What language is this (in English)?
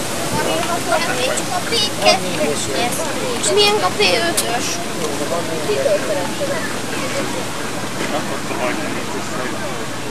Hungarian